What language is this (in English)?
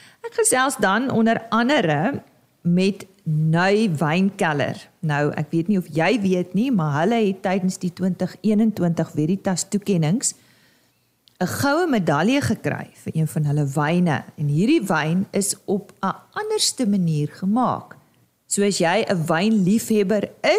Afrikaans